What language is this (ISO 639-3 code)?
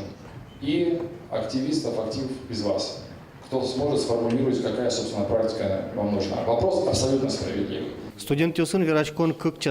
udm